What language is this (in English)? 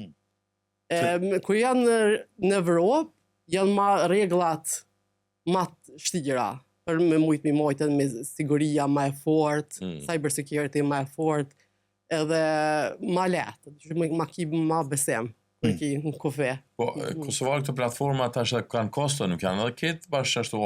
Albanian